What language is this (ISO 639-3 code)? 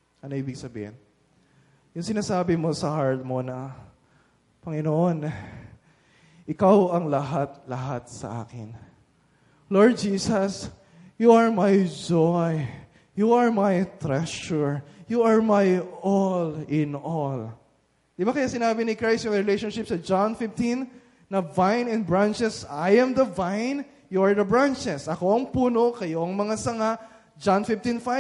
fil